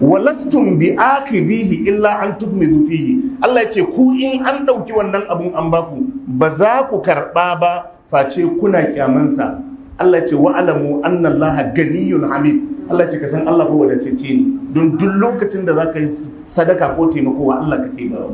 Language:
Hausa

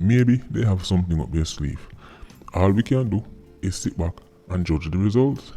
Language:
Jamaican Creole English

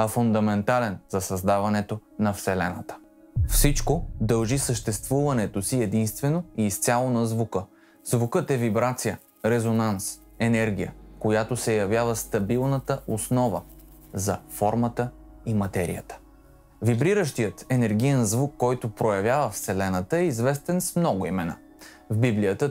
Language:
Bulgarian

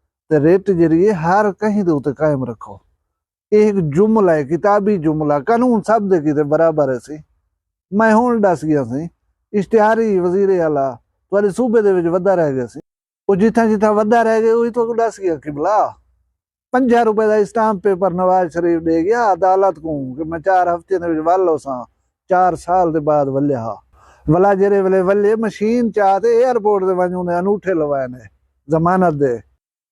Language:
Saraiki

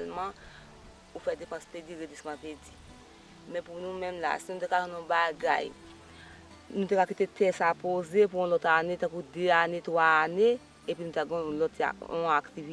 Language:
Haitian Creole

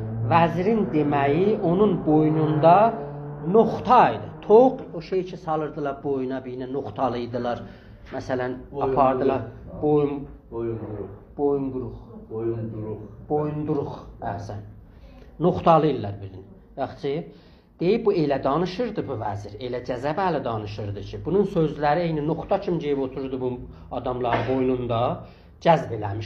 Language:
South Azerbaijani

